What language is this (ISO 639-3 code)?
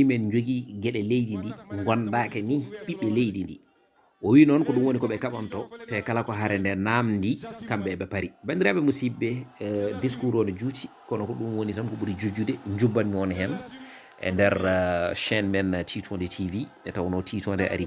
ful